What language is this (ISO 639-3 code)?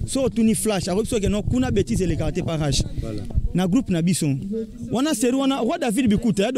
lin